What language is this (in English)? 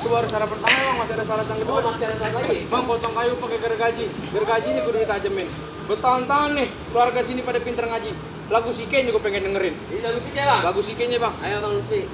Betawi